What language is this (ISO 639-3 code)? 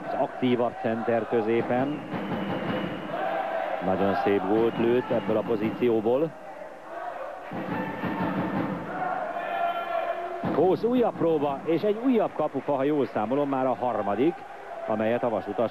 hun